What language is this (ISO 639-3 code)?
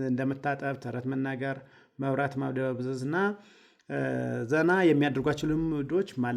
amh